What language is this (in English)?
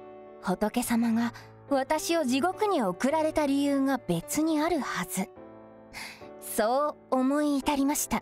Japanese